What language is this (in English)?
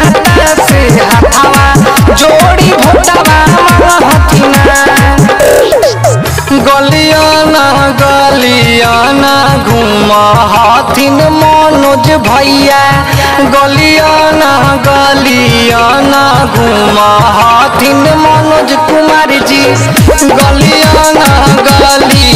Bhojpuri